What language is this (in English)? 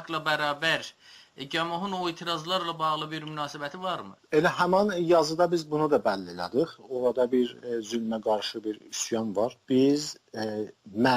South Azerbaijani